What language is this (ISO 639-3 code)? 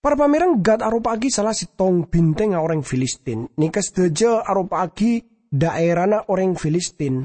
mad